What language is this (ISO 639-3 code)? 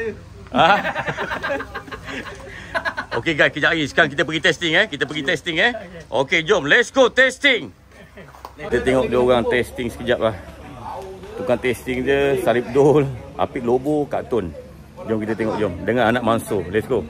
msa